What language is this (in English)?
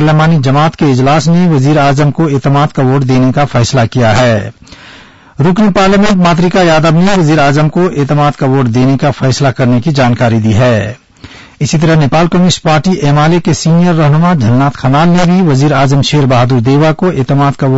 Urdu